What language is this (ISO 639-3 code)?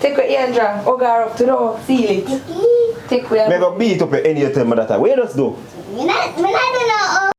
jam